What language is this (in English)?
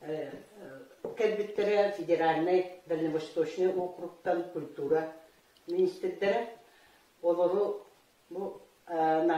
Yakut